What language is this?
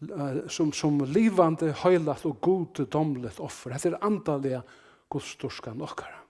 Faroese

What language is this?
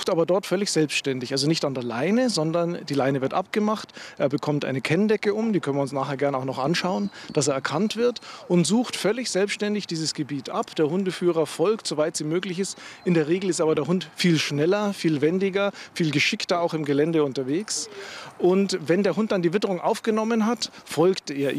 German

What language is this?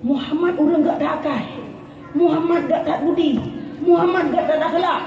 Achinese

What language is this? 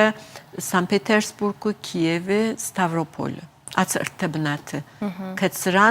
Ossetic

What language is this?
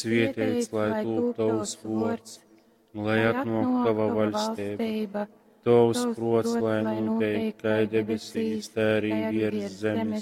Latgalian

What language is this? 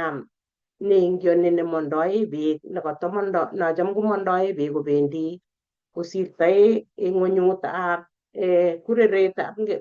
Kalenjin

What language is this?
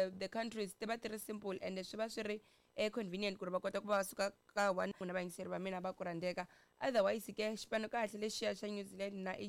Tsonga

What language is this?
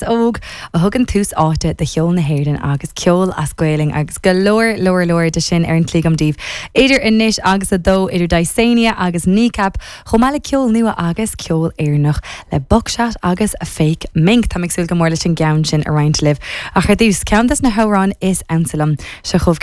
Irish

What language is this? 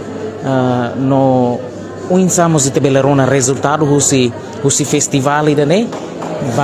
Tetum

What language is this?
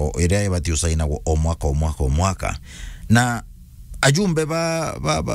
Meru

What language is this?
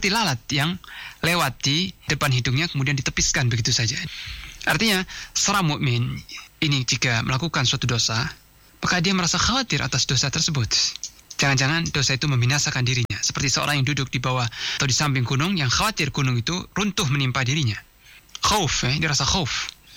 Indonesian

